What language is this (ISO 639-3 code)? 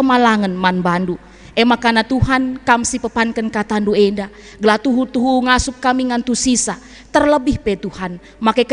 btx